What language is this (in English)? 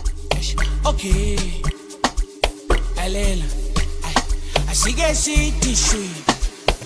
Swahili